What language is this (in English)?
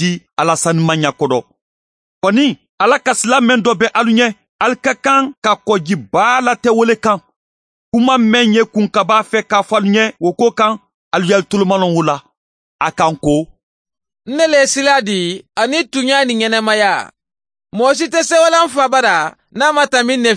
Mandingo